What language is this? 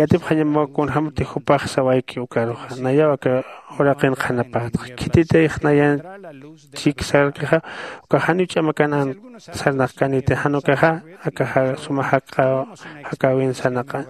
Aymara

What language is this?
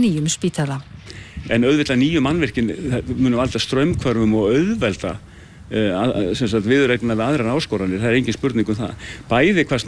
Icelandic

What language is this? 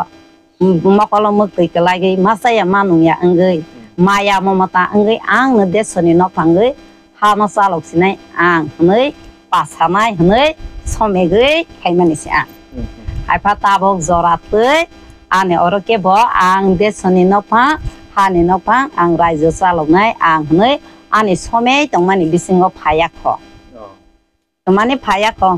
Kok Borok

